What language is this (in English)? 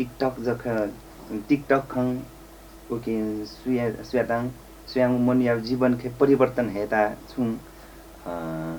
Newari